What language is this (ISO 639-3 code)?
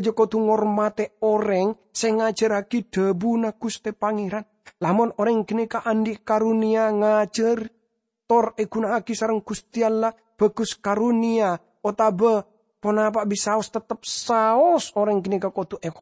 mad